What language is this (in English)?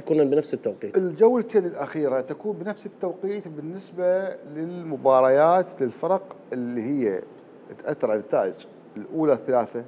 Mesopotamian Arabic